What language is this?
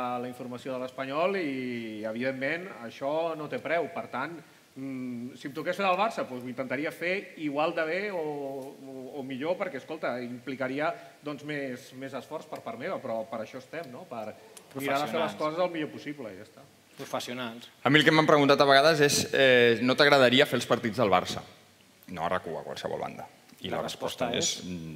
Catalan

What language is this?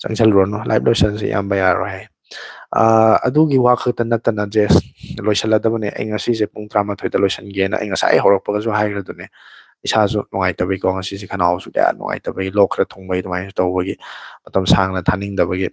Manipuri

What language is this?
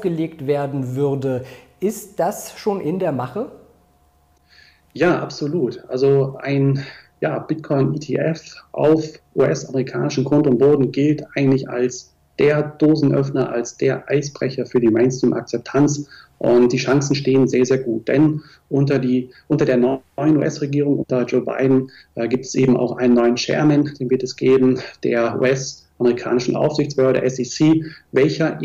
German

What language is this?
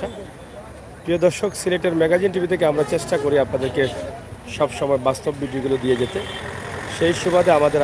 Sylheti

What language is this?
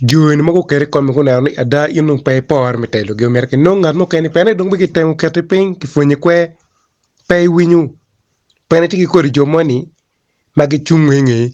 Acoli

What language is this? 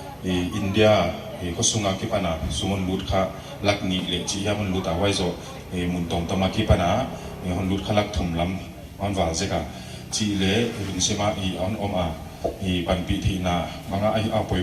Paite Chin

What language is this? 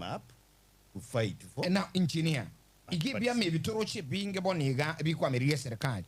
Gusii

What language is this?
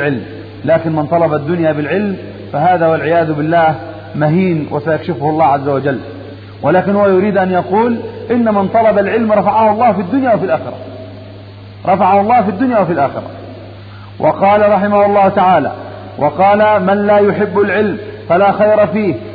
Arabic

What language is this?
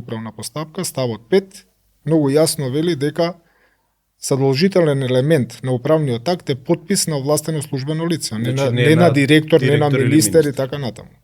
Macedonian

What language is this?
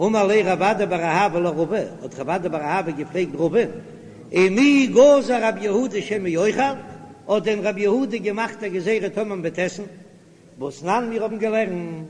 Yiddish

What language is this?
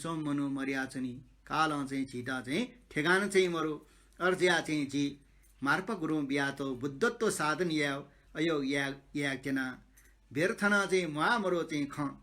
Newari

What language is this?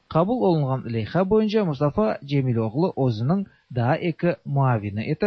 Tatar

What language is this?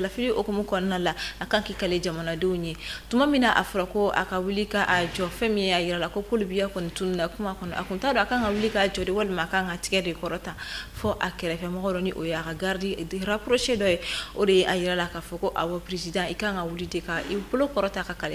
Bambara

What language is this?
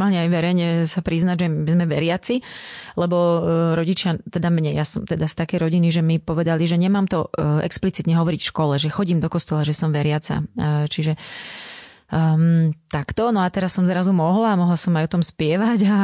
Slovak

